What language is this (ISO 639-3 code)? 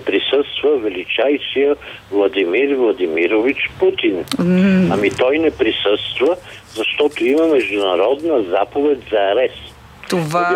bul